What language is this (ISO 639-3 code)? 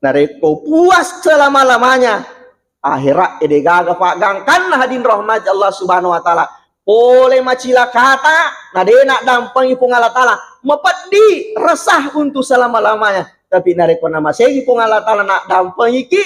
bug